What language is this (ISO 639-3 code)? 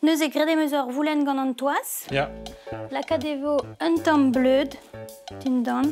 bre